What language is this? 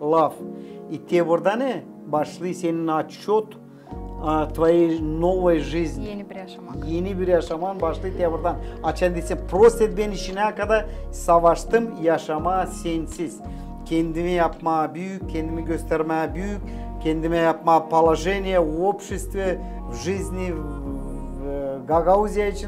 Gagauz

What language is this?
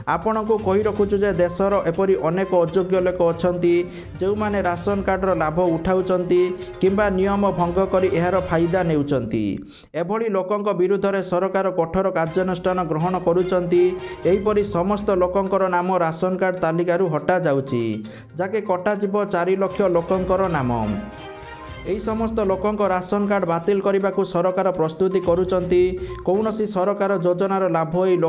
Odia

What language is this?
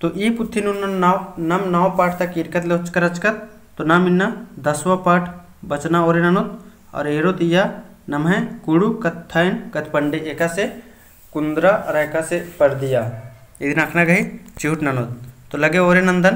Kurukh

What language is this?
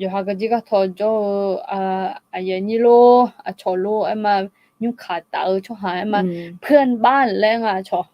Akha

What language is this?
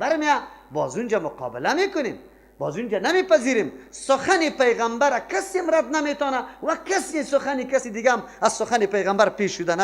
Persian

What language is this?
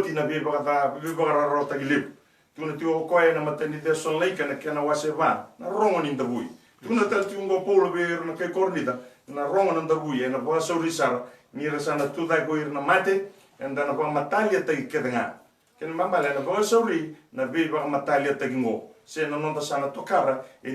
Fijian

